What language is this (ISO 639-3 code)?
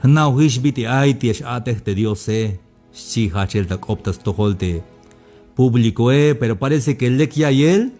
tzh